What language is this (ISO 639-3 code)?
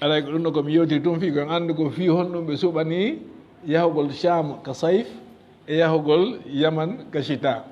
ful